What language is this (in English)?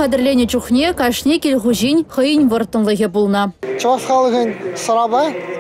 Chuvash